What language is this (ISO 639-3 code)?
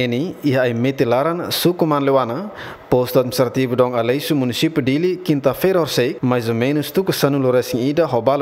tet